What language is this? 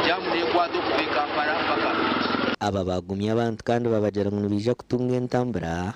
Nyankole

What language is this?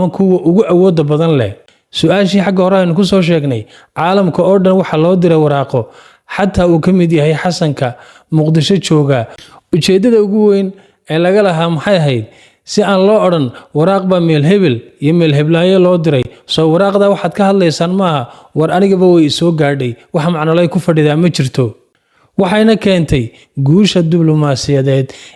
Somali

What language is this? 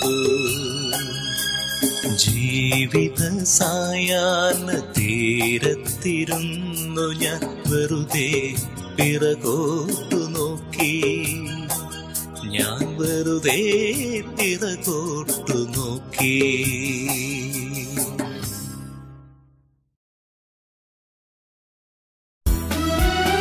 Malayalam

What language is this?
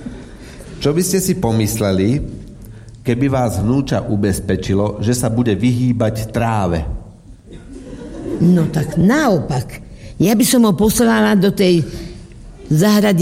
Slovak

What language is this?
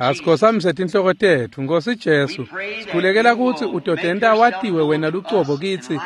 Swati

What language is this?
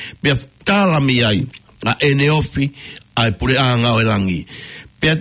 Tongan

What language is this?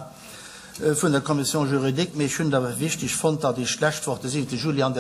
Luxembourgish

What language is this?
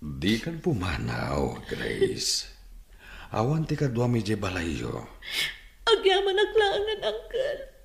Iloko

